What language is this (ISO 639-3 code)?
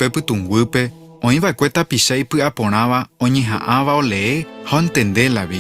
grn